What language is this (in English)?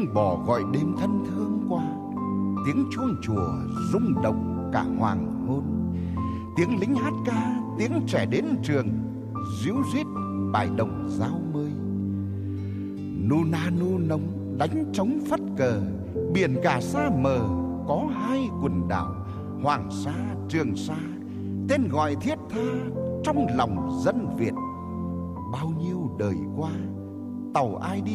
Vietnamese